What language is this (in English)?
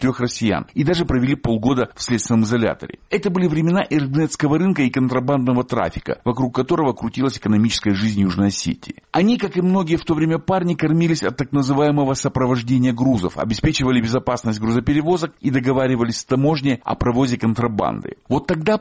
Russian